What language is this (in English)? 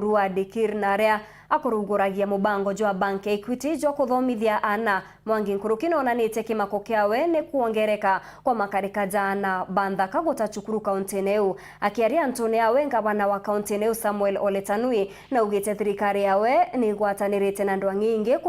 Meru